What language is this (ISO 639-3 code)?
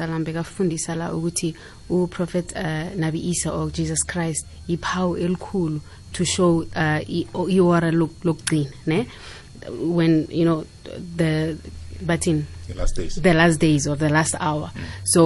nbl